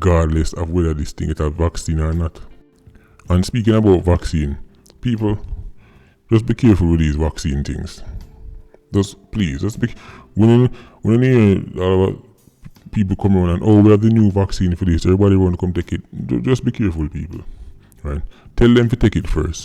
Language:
Jamaican Creole English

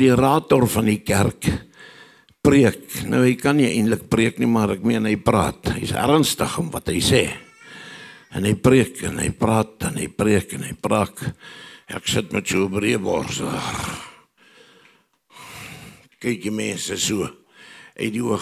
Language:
Afrikaans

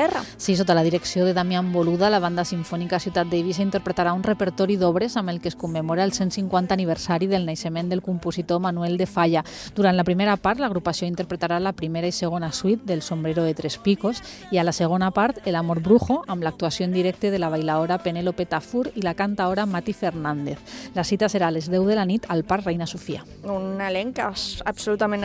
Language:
Catalan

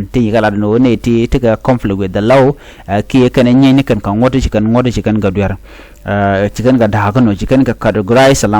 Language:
Nuer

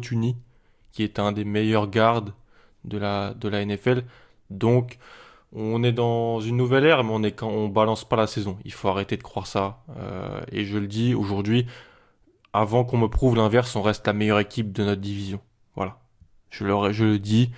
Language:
French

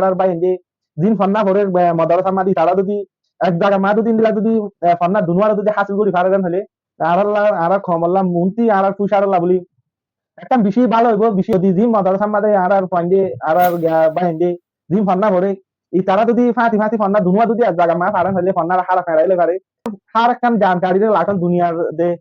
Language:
Rohingya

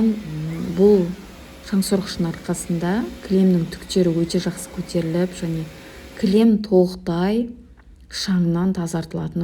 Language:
Kazakh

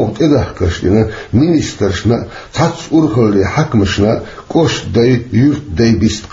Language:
Chechen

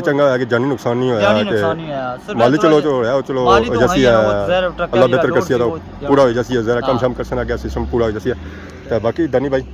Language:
Pahari-Potwari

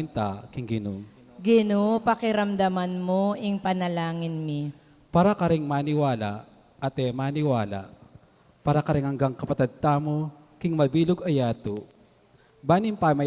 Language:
Pampanga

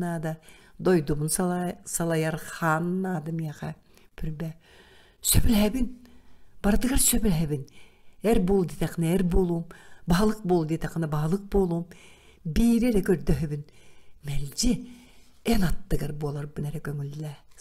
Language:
Yakut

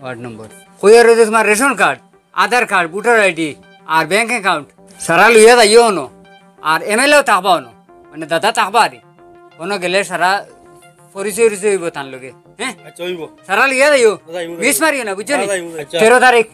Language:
Sylheti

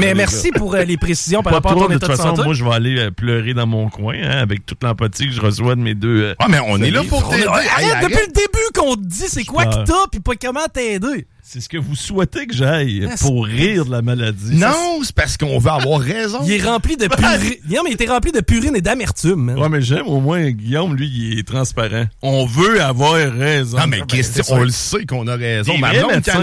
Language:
French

